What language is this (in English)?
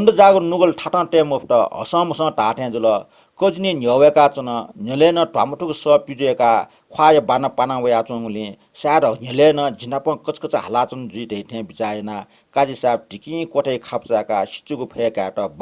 Newari